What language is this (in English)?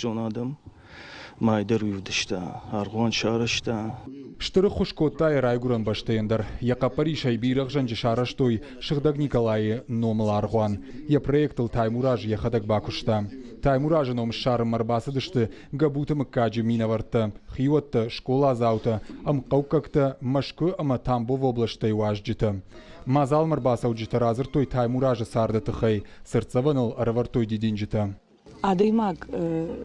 Ossetic